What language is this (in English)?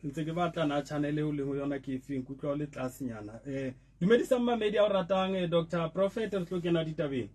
Southern Sotho